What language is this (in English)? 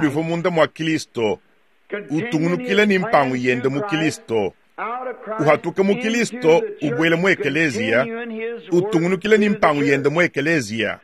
Luba-Lulua